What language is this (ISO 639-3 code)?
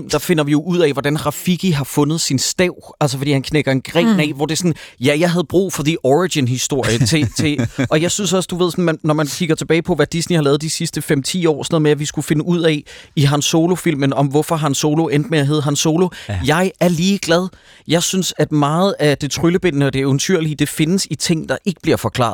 dan